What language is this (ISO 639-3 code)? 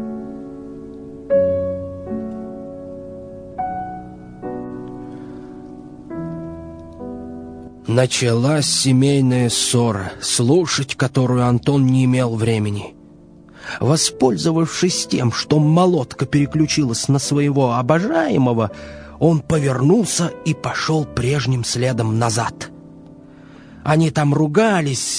rus